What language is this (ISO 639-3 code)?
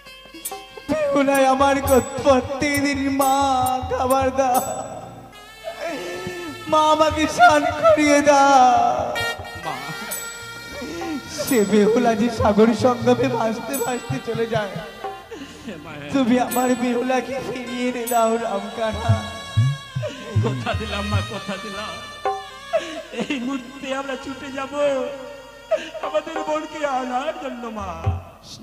ben